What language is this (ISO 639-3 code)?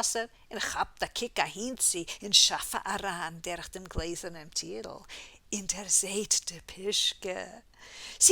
yid